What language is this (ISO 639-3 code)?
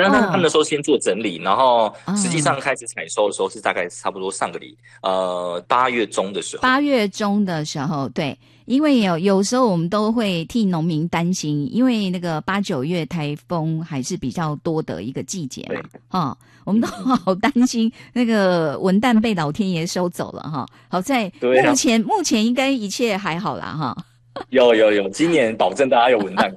zho